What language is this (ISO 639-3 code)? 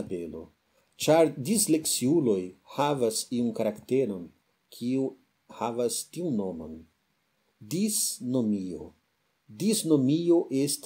epo